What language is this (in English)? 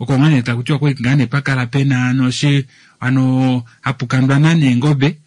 Kuanyama